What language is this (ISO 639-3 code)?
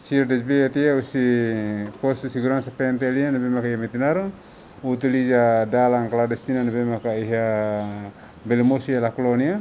tet